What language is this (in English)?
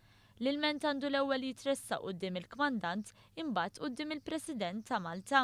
Maltese